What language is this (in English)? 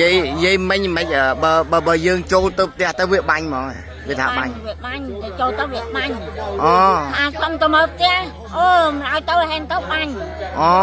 Khmer